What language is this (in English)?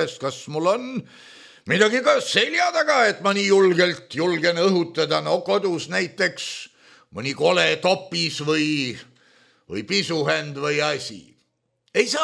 Estonian